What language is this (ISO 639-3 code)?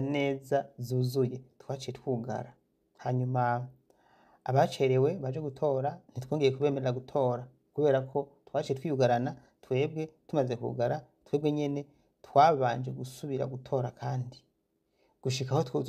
run